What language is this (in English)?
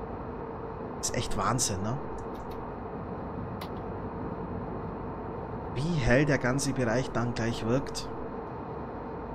German